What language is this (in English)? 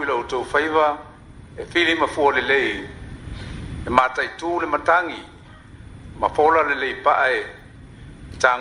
Samoan